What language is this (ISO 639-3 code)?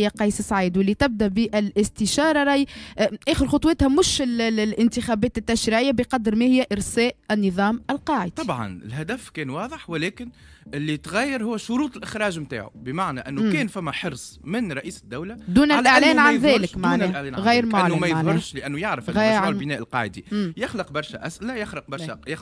aeb